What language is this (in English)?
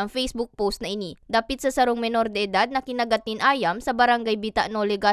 Bikol